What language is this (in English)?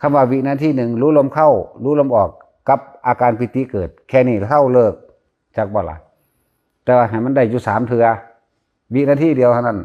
Northeastern Thai